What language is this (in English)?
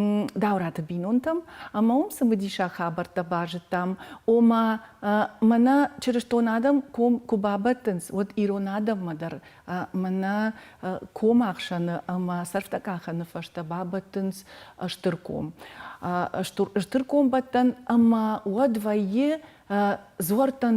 Ossetic